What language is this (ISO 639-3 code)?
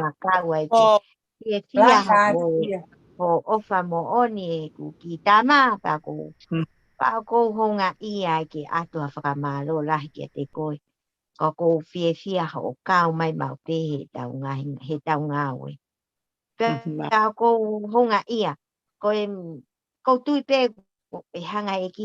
ton